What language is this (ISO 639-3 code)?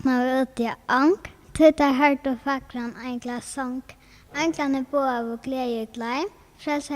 fao